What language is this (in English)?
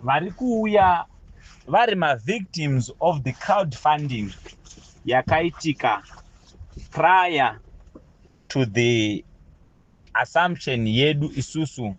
Shona